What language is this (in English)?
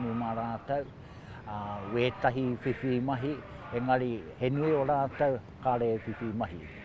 Māori